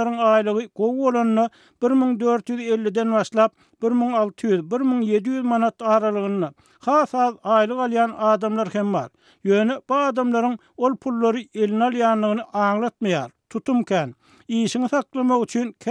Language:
Turkmen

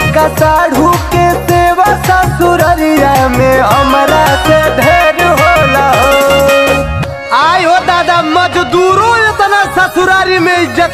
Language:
Bhojpuri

